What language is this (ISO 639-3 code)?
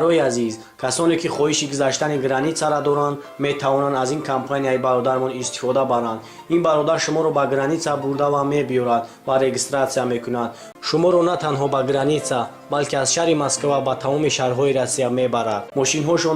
tgk